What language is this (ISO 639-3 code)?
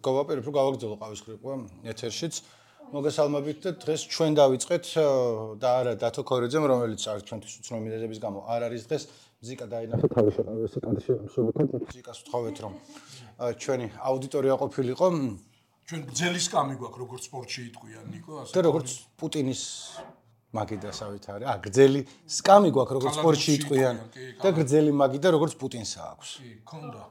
kat